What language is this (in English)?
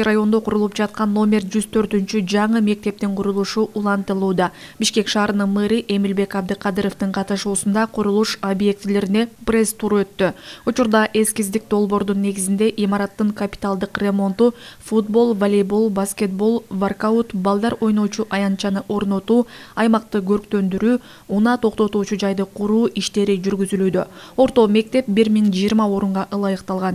Kyrgyz